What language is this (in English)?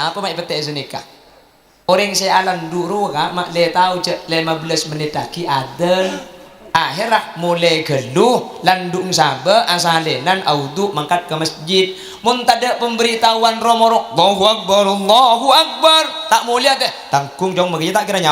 Madurese